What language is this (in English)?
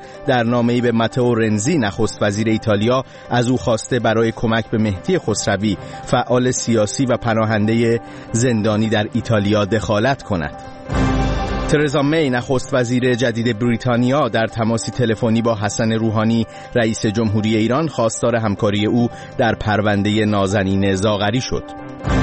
Persian